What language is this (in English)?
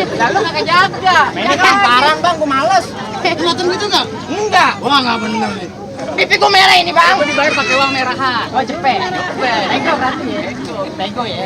Betawi